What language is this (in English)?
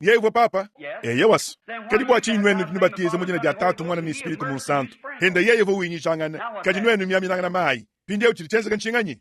Luba-Lulua